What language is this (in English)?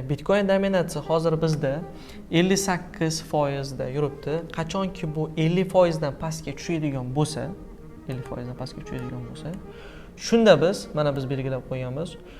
Uzbek